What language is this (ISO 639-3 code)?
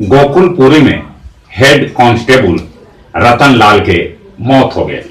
mag